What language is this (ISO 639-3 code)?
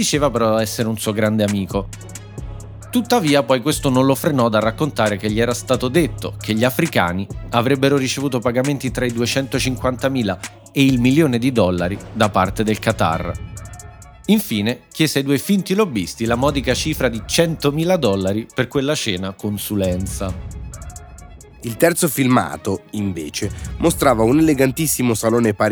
ita